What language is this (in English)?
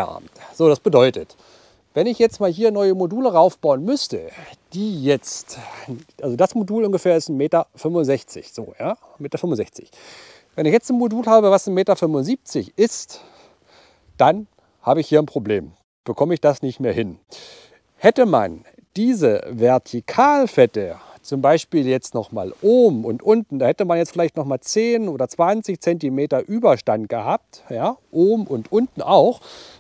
German